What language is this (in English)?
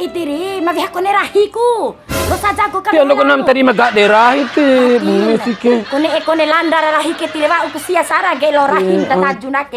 Bima